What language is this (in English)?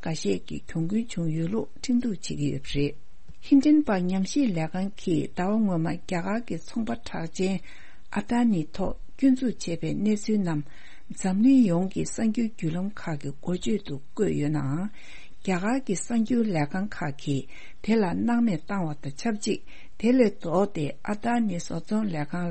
Tibetan